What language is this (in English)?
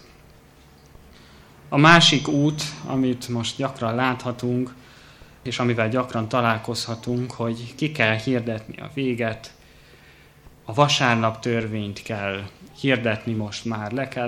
Hungarian